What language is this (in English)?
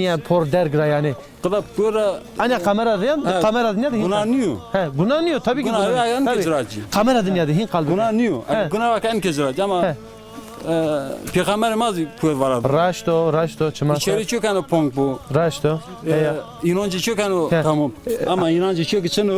Zaza